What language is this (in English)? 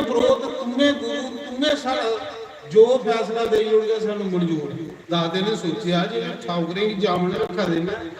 Dogri